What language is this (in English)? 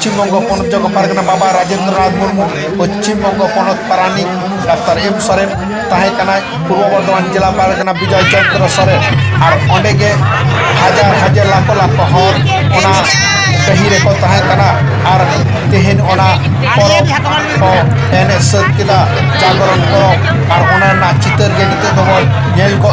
Santali